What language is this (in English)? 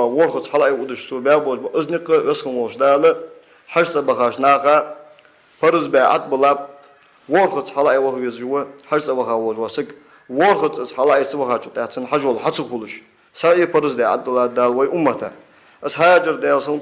Ingush